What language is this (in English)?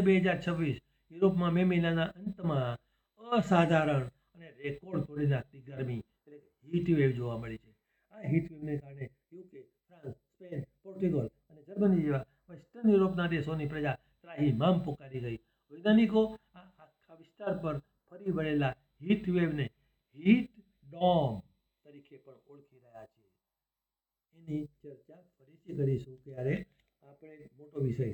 Gujarati